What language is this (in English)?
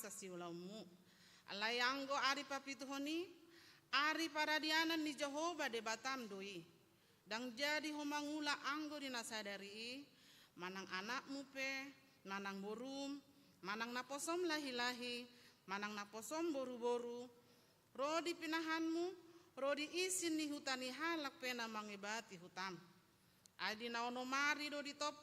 Batak Toba